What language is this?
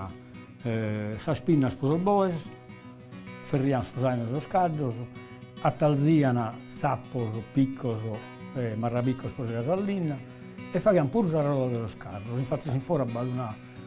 Sardinian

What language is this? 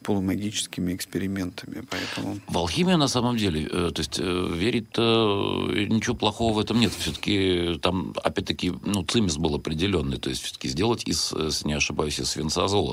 Russian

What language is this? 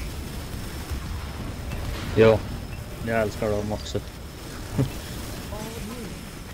Swedish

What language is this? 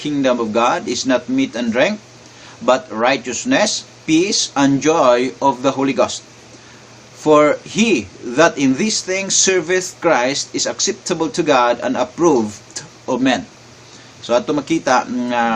Cebuano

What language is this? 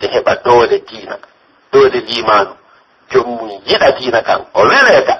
Pular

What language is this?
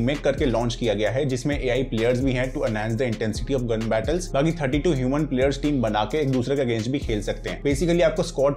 Hindi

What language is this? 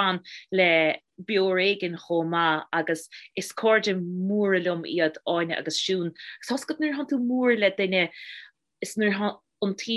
Irish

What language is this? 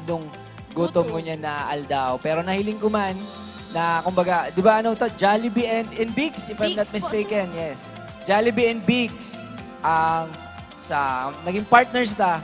Bikol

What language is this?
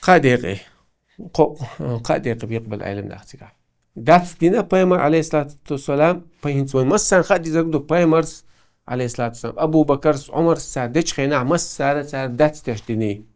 Chechen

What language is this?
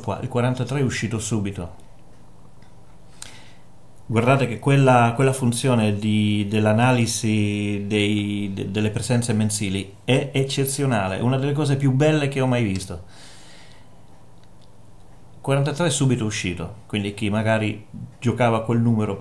Italian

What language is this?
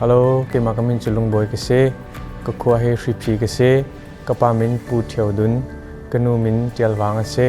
Hakha Chin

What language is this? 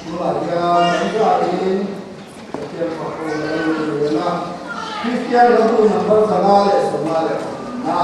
Mizo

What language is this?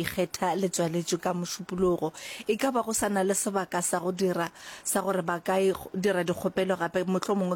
Northern Sotho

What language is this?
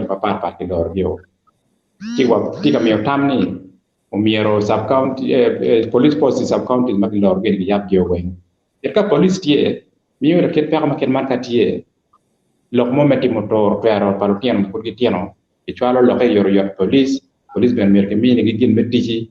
Acoli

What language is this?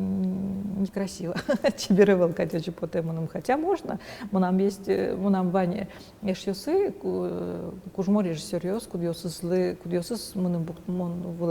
Udmurt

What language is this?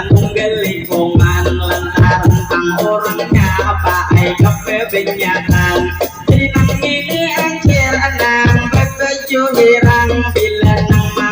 Banjar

